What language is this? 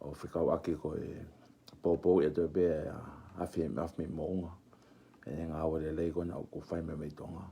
Tongan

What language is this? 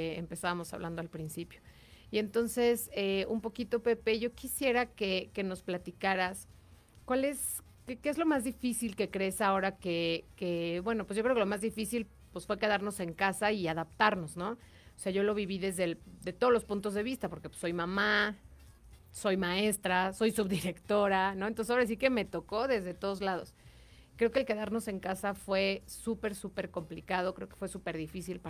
Spanish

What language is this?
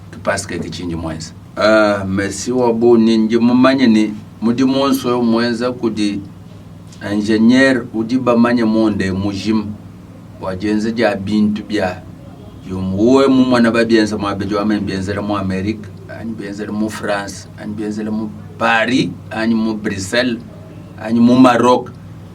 Luba-Lulua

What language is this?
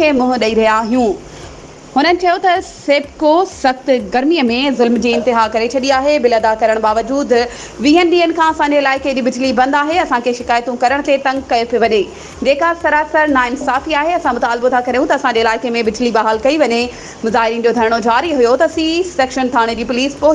Sindhi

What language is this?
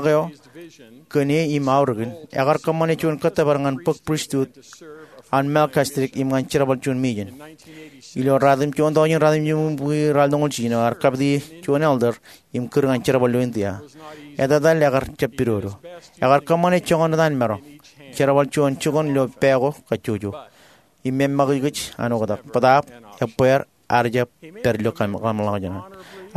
Marshallese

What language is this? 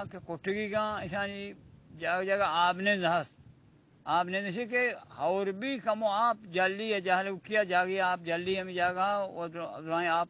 Eastern Balochi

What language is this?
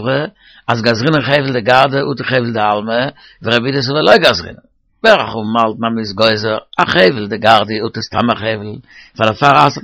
Yiddish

